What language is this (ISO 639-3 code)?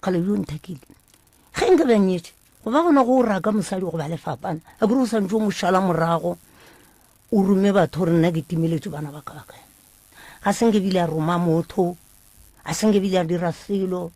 nso